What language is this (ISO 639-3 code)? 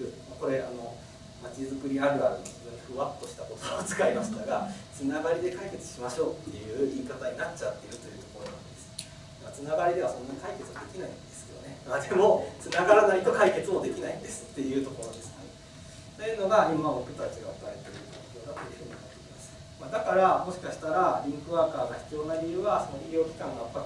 jpn